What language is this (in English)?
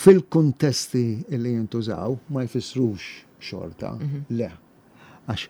Maltese